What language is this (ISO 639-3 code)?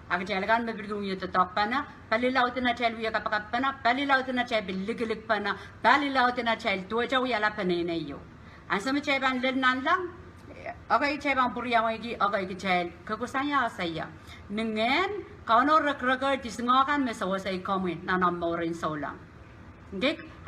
pon